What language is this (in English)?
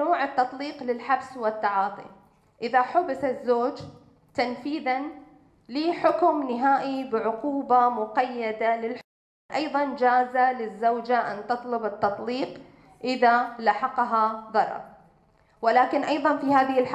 Arabic